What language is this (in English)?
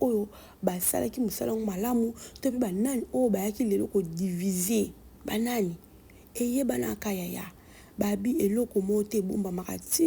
Lingala